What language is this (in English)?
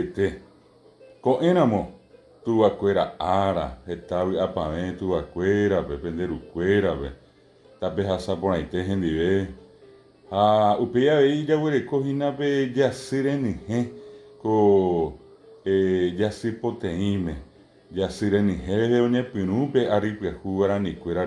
Guarani